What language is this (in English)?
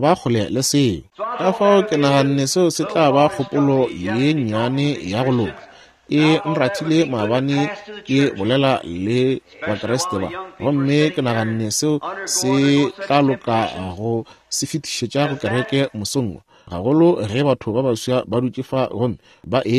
Northern Sotho